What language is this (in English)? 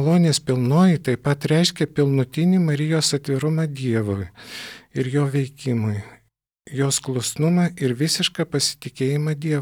Lithuanian